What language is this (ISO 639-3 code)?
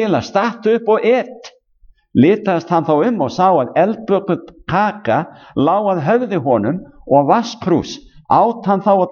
isl